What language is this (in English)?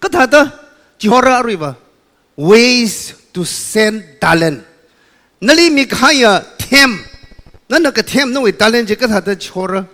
Tangkhul Naga (India)